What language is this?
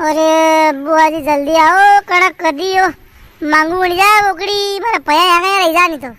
Rajasthani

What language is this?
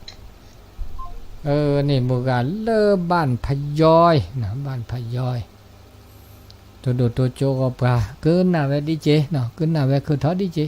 S'gaw Karen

